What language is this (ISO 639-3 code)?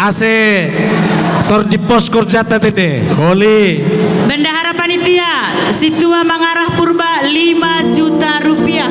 bts